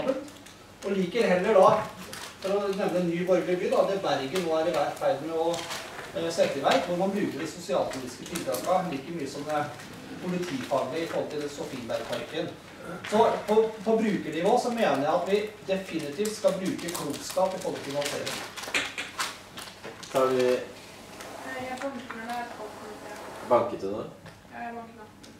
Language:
Norwegian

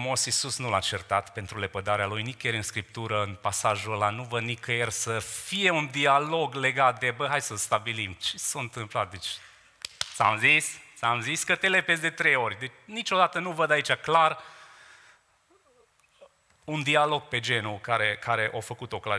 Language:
Romanian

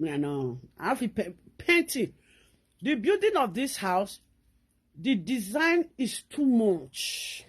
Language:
Nigerian Pidgin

